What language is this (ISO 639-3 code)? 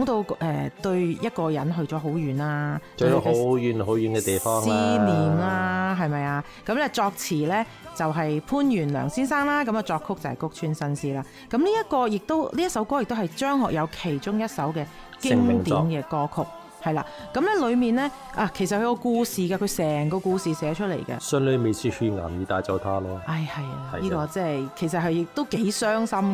yue